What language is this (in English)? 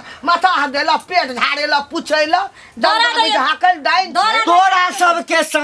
Maithili